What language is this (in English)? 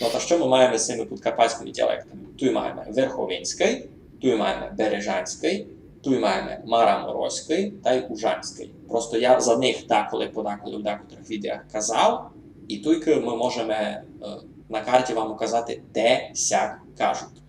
Rusyn